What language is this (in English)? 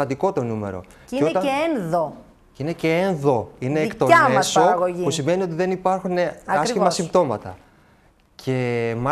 Greek